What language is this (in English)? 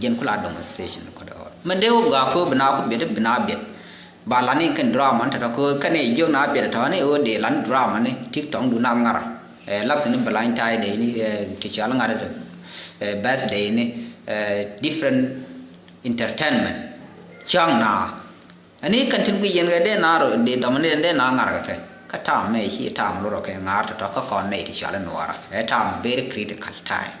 Nuer